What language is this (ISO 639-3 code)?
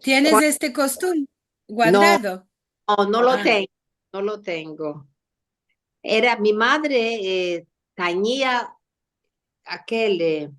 lad